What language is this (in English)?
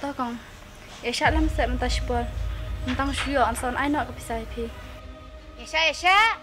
Khasi